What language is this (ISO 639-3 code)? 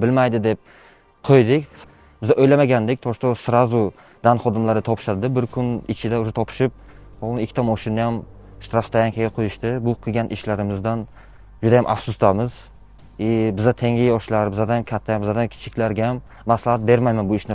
uzb